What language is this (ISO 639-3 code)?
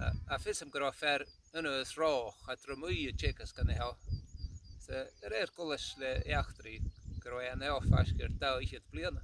cym